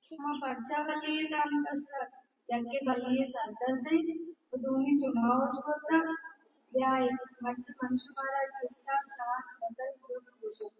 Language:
Baluchi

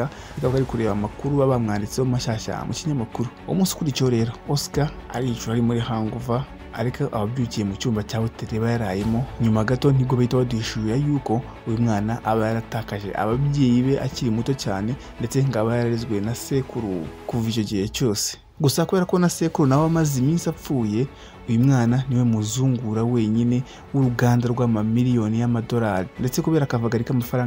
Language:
Kinyarwanda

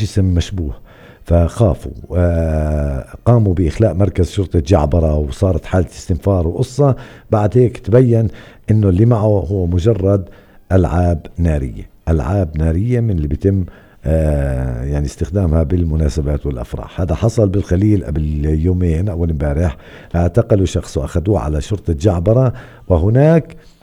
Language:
North Levantine Arabic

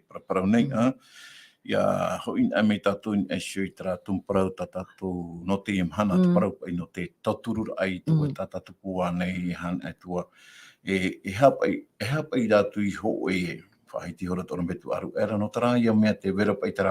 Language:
Tahitian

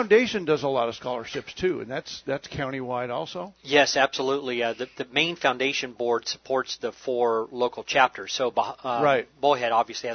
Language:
English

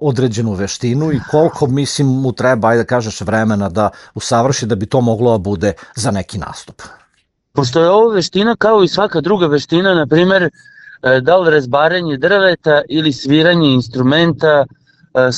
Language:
Serbian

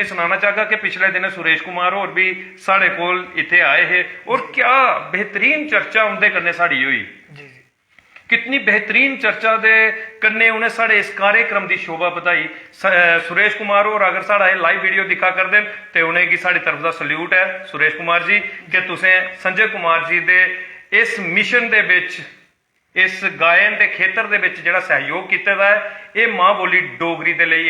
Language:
Dogri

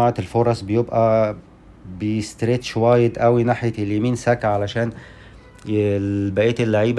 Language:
Egyptian Arabic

